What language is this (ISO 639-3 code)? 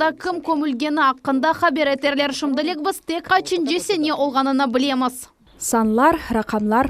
crh